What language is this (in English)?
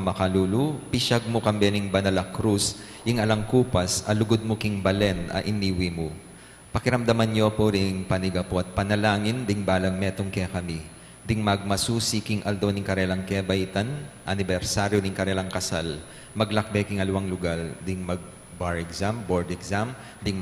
Pampanga